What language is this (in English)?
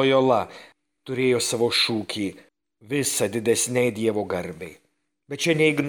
Lithuanian